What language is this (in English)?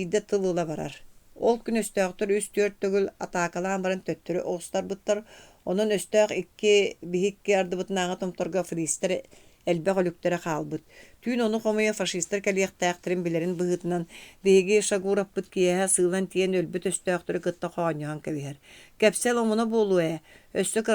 Yakut